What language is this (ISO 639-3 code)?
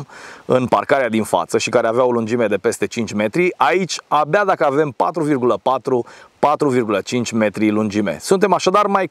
ron